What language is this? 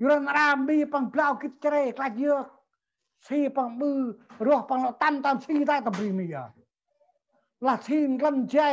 Central Mnong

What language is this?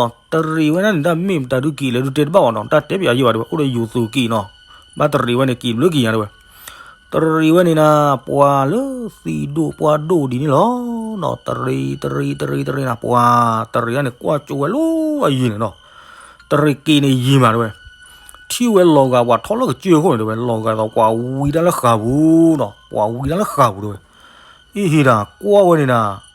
S'gaw Karen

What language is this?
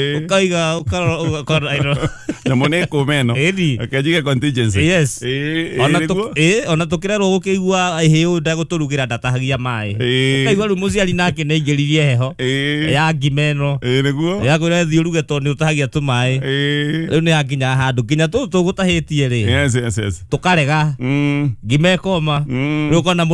Kikuyu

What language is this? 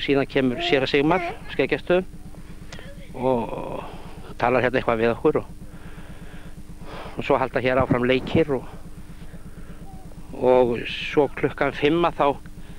Icelandic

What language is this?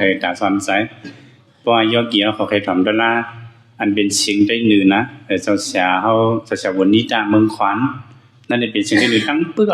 Shan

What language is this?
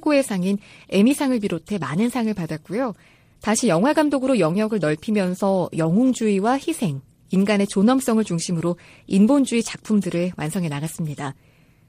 Korean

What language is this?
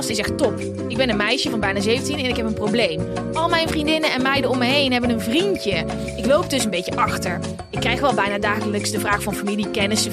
Dutch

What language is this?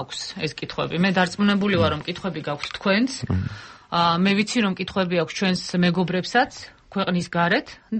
Georgian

